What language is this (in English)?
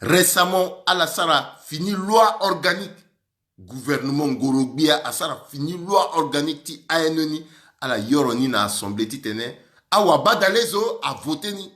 Sango